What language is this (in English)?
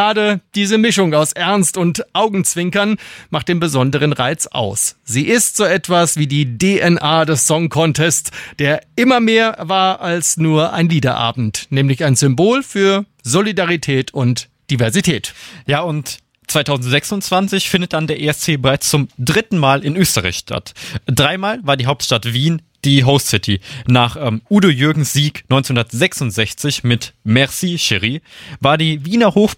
German